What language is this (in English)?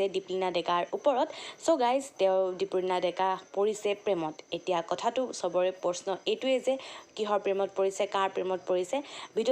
Assamese